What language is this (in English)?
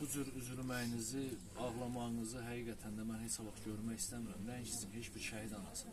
Azerbaijani